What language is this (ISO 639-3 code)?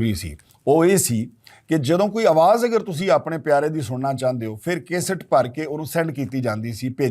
lah